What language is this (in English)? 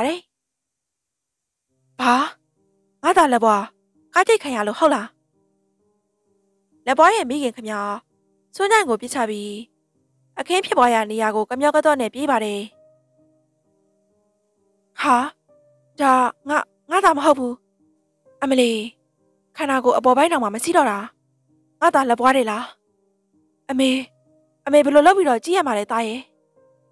Burmese